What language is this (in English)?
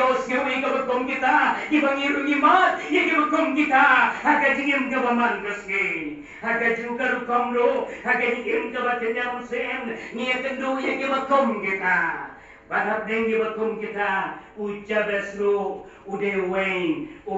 Khasi